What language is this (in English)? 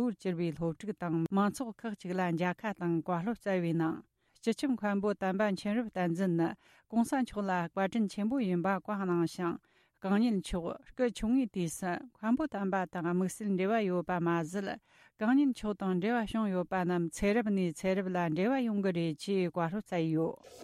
Tibetan